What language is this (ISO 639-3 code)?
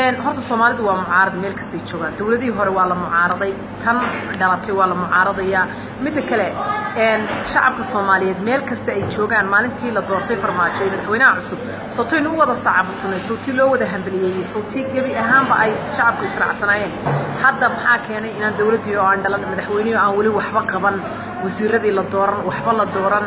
som